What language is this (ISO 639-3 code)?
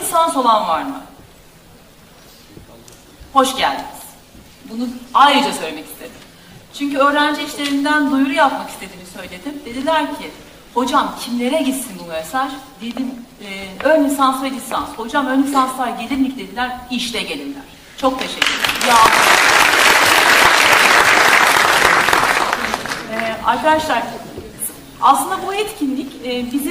tur